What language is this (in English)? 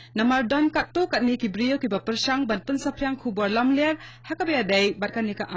Khasi